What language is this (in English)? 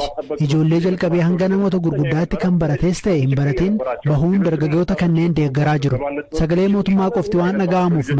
Oromo